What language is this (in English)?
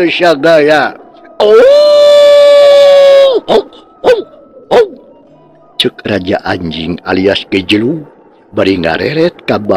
Sundanese